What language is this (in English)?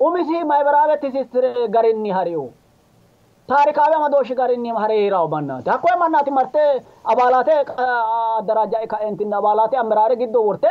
Sidamo